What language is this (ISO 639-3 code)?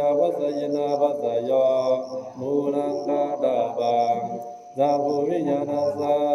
pli